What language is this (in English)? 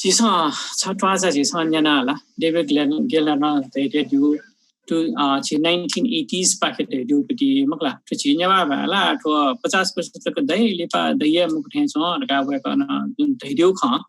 Newari